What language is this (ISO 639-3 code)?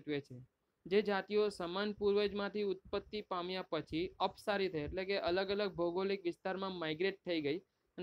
guj